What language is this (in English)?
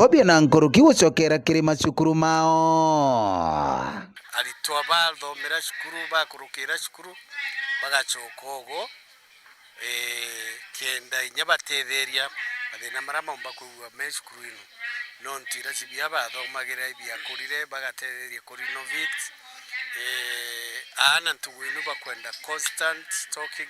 Meru